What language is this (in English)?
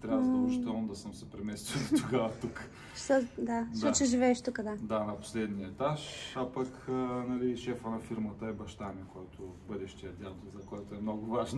Bulgarian